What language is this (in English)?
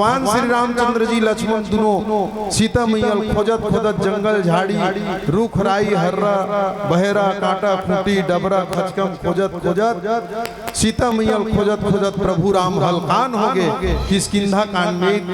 Chhattisgarhi